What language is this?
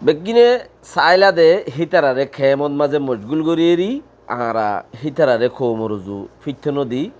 Rohingya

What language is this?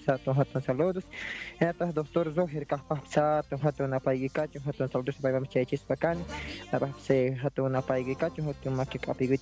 South Bolivian Quechua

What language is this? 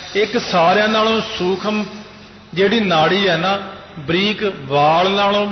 Punjabi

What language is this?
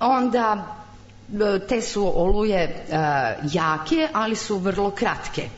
Serbian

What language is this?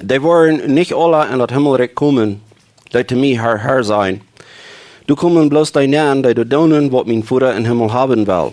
Plautdietsch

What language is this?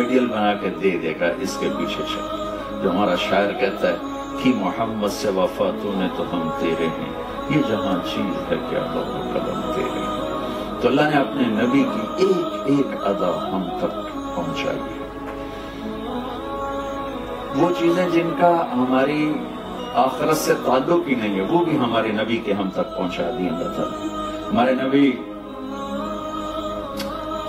Urdu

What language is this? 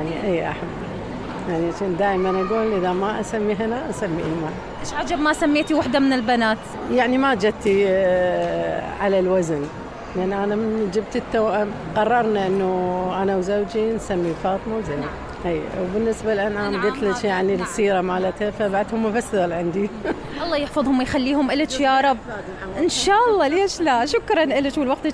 Mesopotamian Arabic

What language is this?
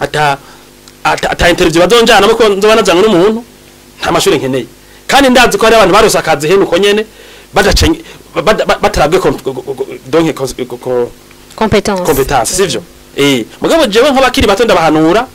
Rundi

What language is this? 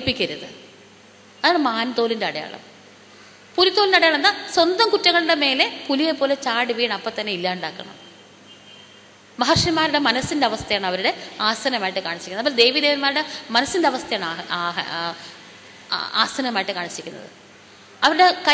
Malayalam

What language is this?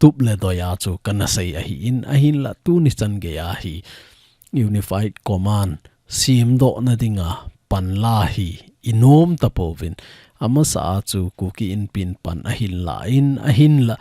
Thado Chin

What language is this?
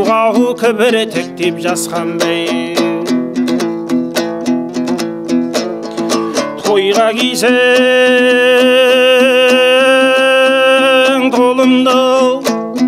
Kazakh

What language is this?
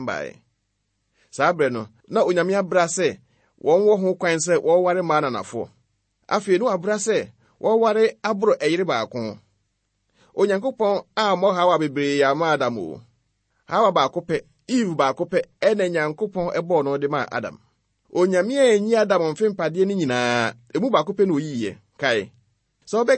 Akan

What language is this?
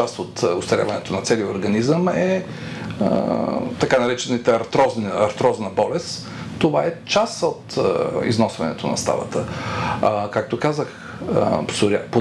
Bulgarian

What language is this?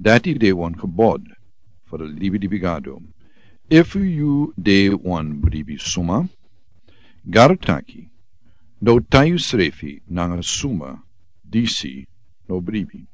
Sranan Tongo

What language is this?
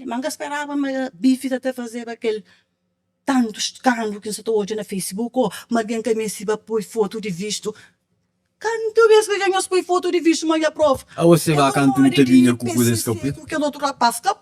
Kabuverdianu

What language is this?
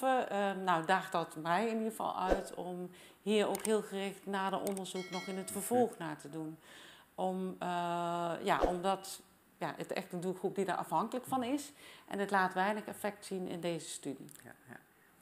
Dutch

